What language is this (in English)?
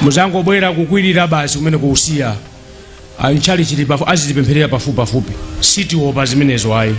Nyanja